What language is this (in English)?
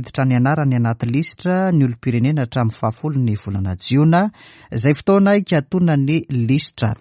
Malagasy